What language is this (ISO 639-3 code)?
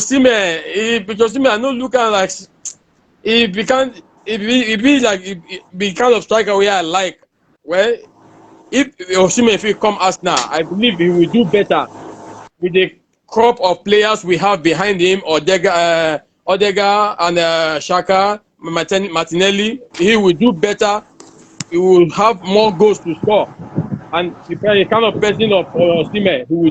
pcm